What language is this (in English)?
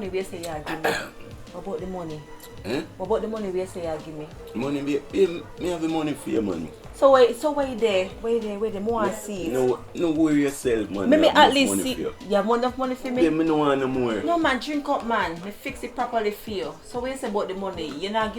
Jamaican Creole English